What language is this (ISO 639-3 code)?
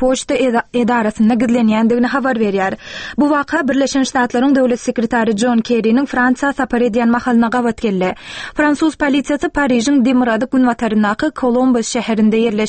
tuk